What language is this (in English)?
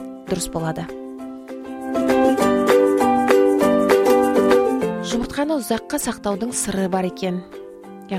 Kazakh